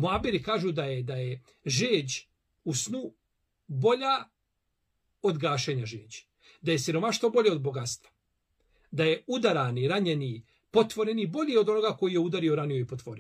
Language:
Bosnian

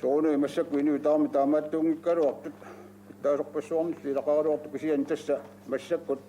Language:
Kalaallisut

